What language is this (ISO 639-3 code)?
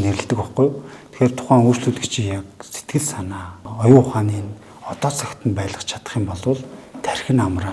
mon